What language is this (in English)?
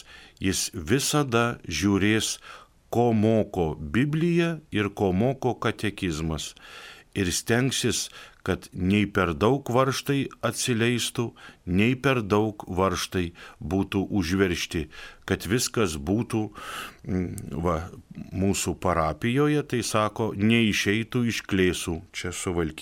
Lithuanian